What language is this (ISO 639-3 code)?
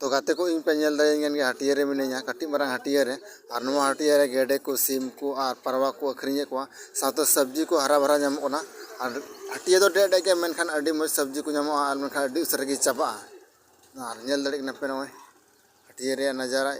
sat